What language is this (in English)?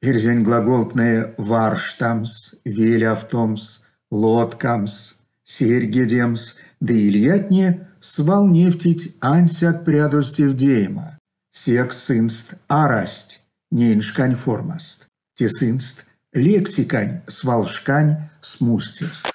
Erzya